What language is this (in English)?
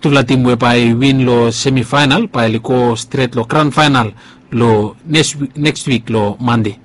Bislama